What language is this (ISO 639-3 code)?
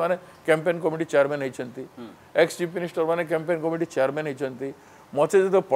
ori